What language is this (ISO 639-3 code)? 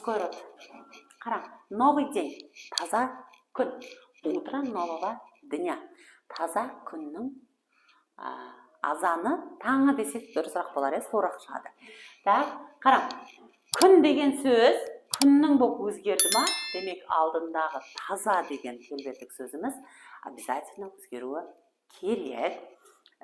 kaa